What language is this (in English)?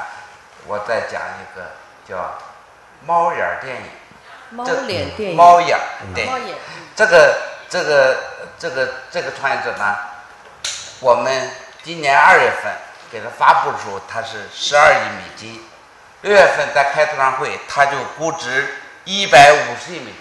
Chinese